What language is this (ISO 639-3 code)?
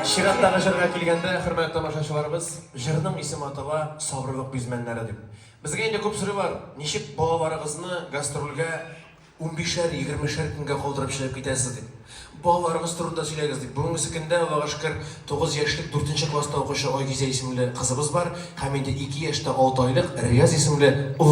bak